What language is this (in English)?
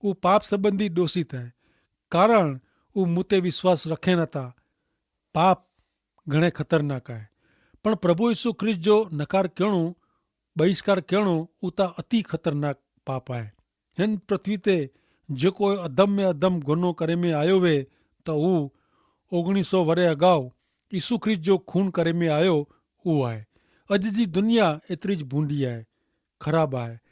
Kachhi